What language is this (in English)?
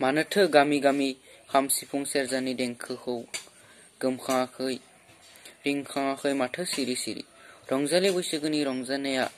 Bodo